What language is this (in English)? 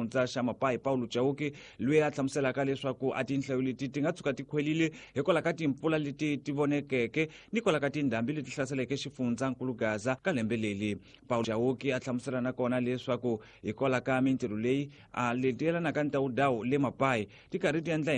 Tsonga